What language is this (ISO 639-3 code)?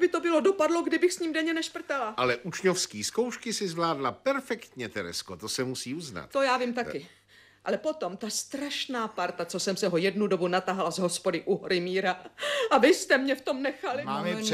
ces